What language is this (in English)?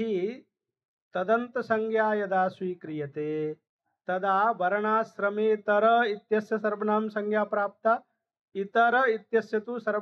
Sanskrit